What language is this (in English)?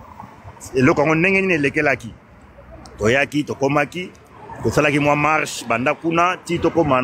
Lingala